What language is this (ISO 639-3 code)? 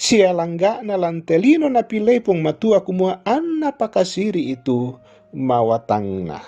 sda